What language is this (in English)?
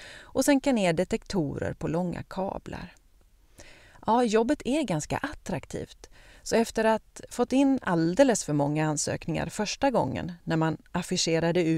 Swedish